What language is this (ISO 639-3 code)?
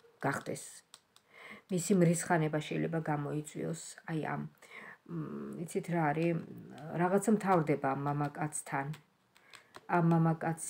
kat